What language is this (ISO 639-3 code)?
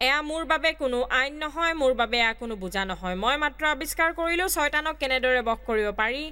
asm